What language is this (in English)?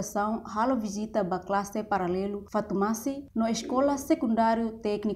Tetum